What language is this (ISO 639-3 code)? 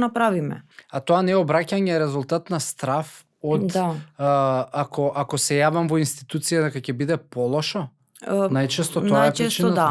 mkd